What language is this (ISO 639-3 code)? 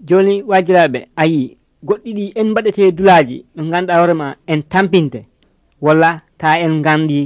fuv